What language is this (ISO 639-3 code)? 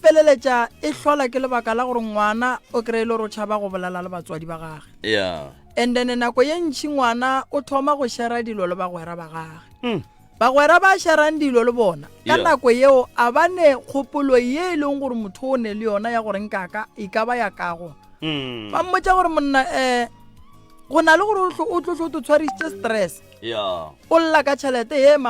nso